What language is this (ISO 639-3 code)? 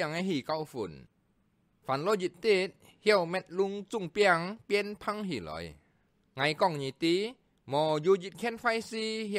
hak